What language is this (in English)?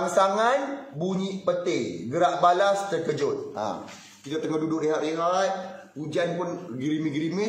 Malay